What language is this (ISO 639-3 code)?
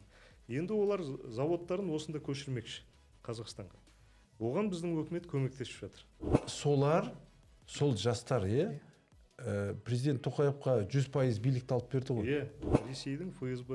kaz